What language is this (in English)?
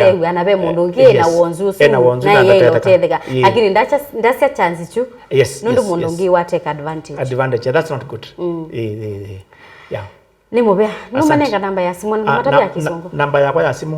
Kamba